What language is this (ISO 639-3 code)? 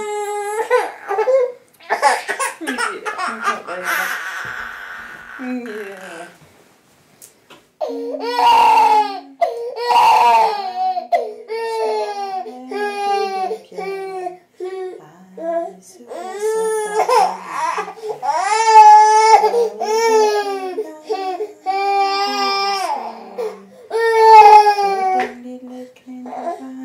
dan